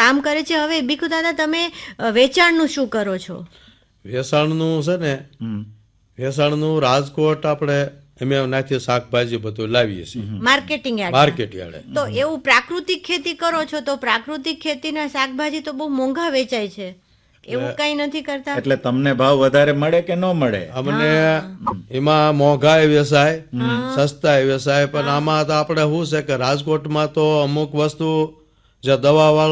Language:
Gujarati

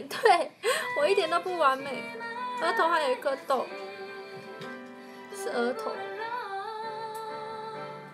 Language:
Chinese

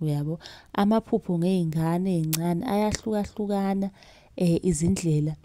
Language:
Zulu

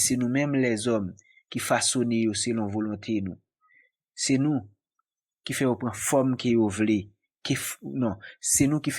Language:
Haitian Creole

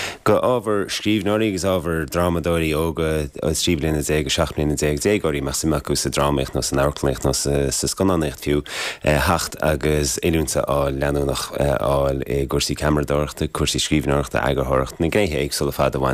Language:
Irish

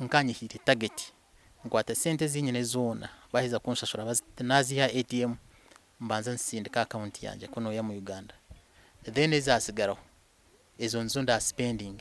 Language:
Nyankole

